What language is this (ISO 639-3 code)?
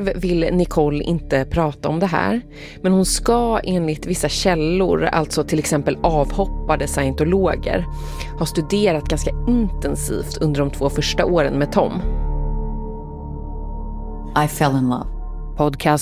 swe